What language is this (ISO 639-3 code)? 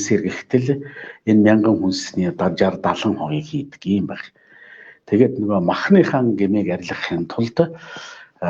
mon